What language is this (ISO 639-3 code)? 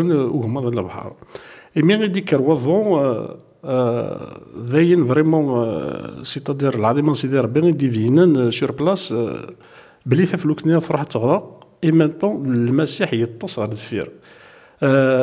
kab